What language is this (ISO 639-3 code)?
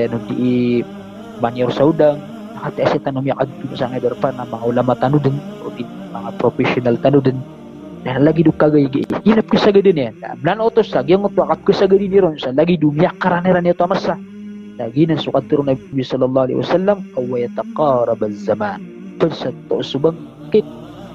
mrw